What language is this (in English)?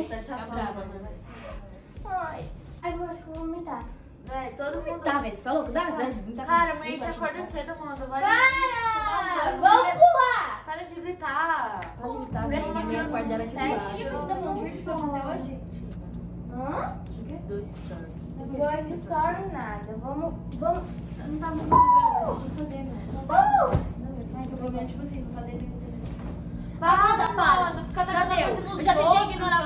Portuguese